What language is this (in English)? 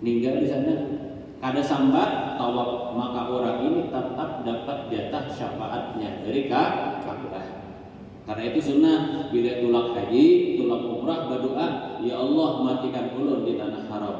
Banjar